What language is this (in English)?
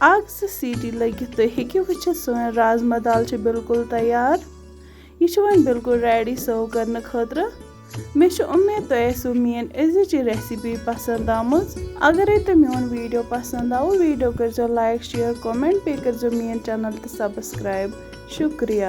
Kashmiri